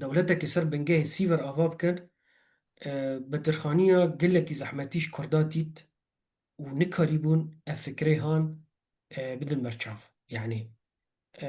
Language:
Kurdish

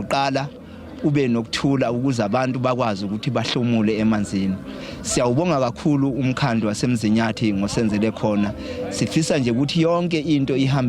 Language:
Zulu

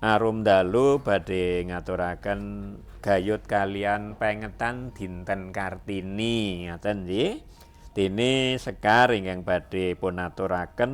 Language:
Javanese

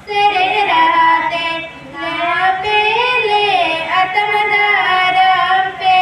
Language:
Santali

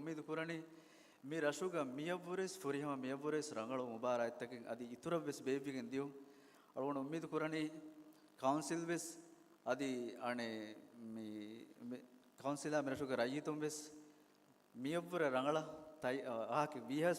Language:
Divehi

